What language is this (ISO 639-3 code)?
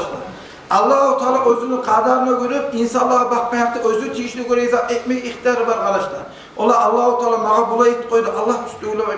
kum